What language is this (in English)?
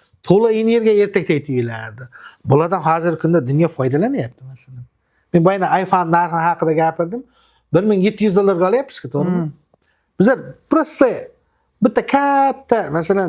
Uzbek